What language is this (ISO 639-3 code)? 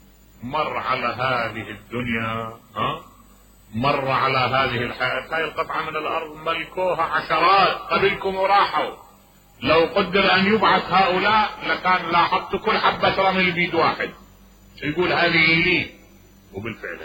acm